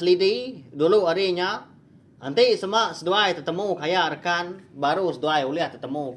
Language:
Iban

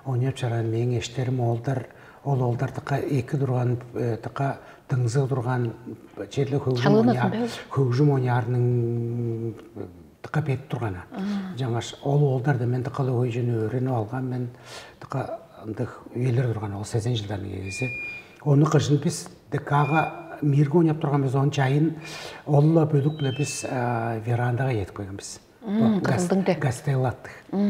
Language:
Tuvinian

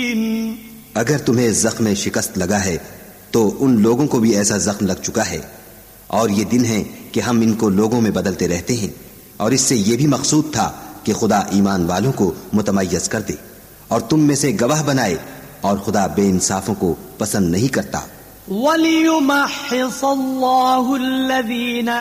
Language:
Urdu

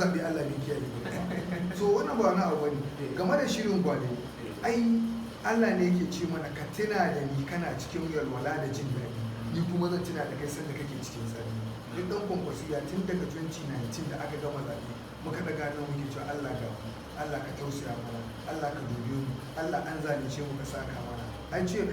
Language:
Hausa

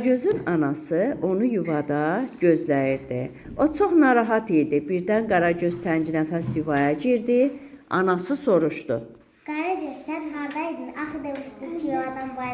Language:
Azerbaijani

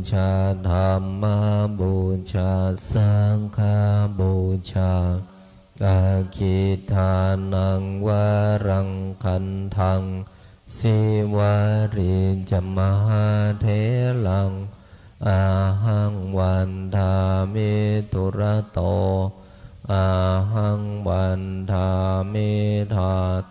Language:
Pali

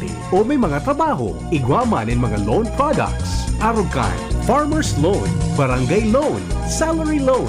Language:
Bikol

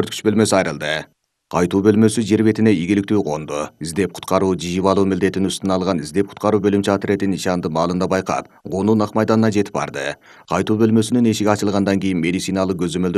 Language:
Kyrgyz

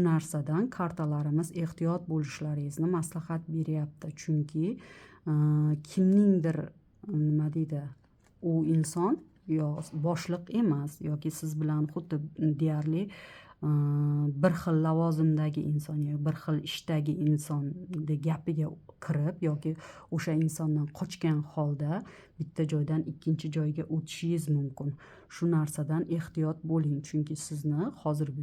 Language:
Uzbek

